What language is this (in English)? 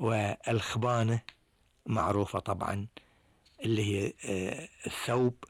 Gulf Arabic